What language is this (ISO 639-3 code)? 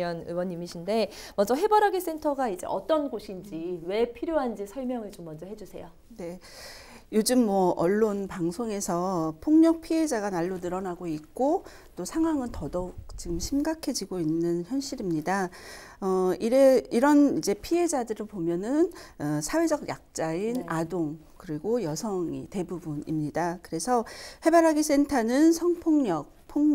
kor